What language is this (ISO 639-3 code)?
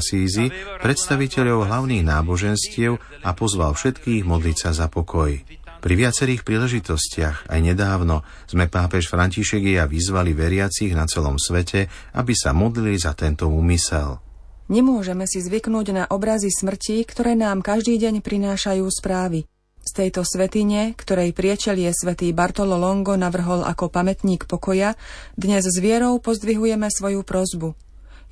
slk